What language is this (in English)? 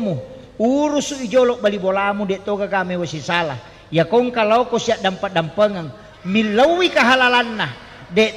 Buginese